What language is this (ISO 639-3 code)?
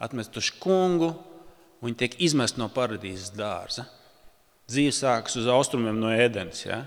lav